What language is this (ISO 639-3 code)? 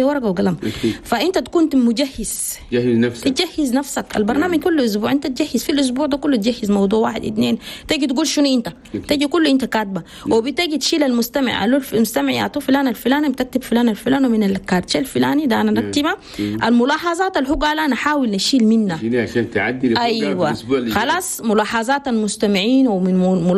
shu